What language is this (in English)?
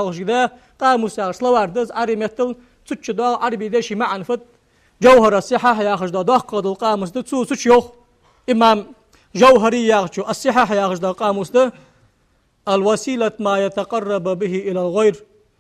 Ingush